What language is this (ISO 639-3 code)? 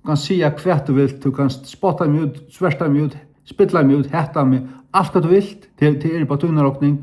fao